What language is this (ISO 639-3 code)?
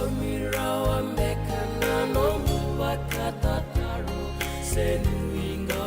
fij